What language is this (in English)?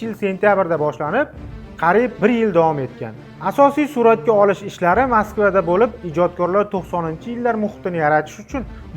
Uzbek